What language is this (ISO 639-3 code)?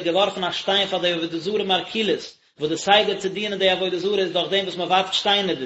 yid